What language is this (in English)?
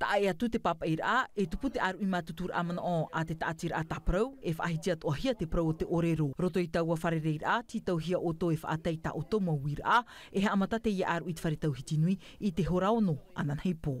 Tahitian